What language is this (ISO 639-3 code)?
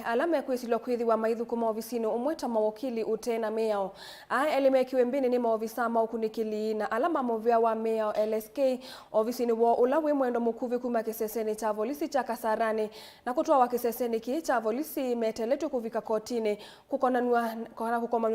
kam